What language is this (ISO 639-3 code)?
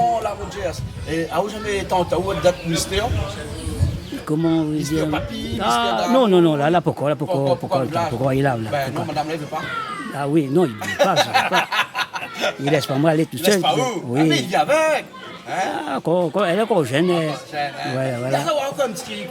rcf